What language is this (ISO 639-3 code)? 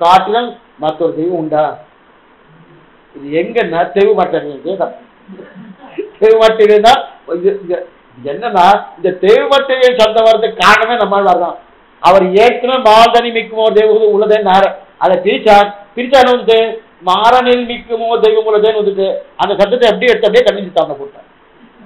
tam